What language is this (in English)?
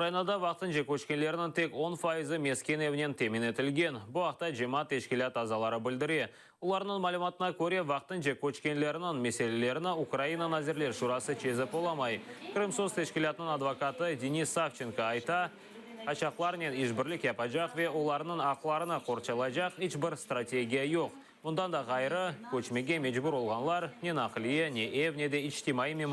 Crimean Tatar